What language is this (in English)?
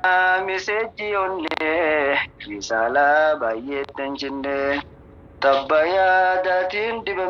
Oromo